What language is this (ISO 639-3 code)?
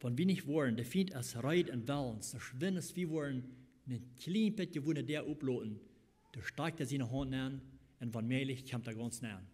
pdt